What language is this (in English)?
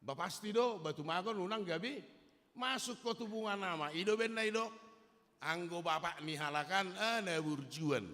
Batak Toba